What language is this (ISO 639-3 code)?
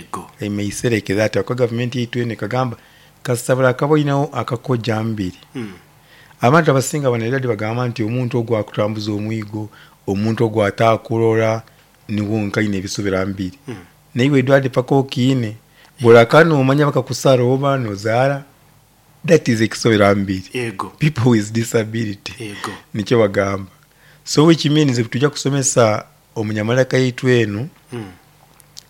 nyo